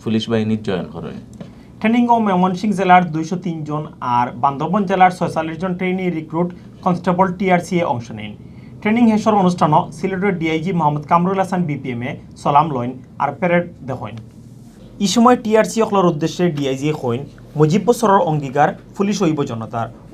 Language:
Sylheti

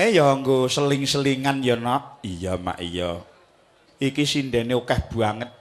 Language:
Javanese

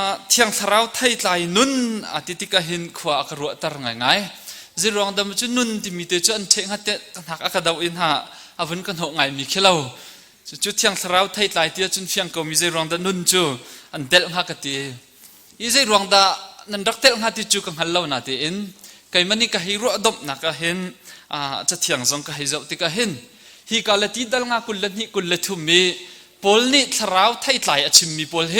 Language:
Hakha Chin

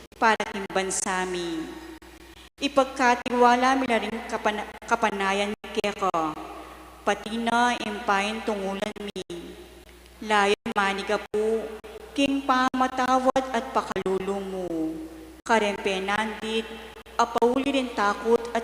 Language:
Pampanga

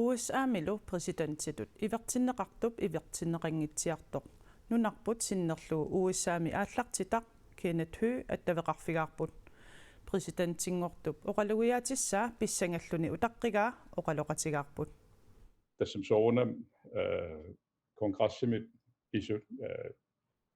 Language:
Kalaallisut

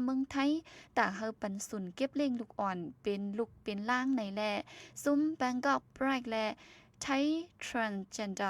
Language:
Shan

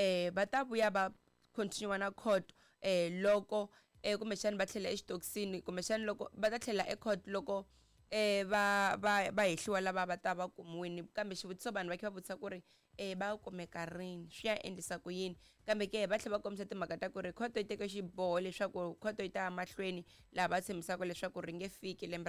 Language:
Tsonga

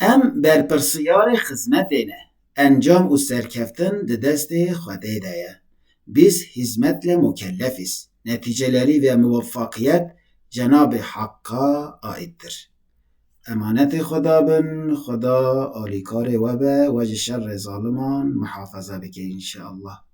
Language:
Kurdish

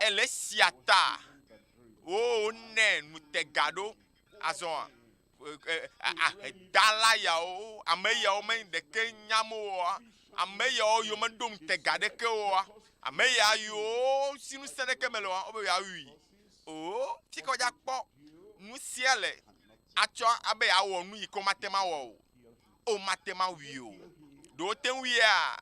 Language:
Ewe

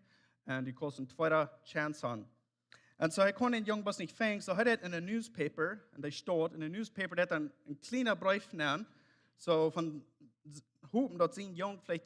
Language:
Plautdietsch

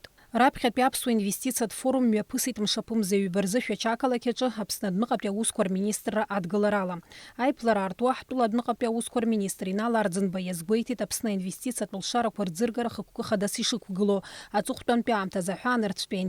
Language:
Abkhazian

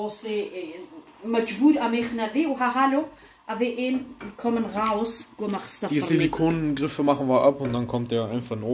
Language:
Kurdish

